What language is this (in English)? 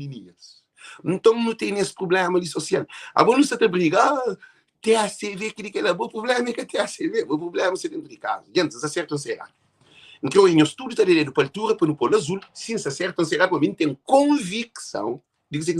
Kabuverdianu